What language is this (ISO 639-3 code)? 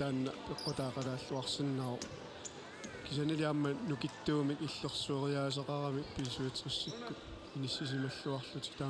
kal